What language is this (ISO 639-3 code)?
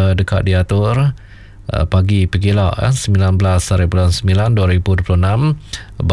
iba